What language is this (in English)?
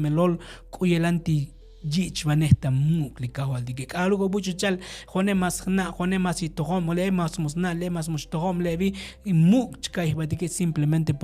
Tzotzil